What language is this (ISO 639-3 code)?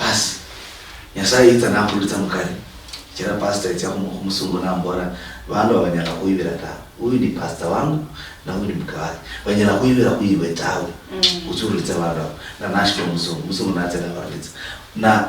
luy